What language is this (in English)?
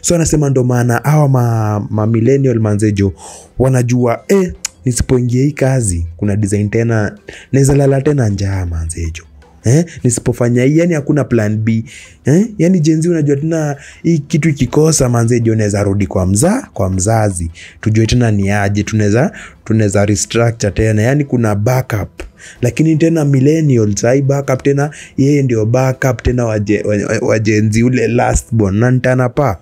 Swahili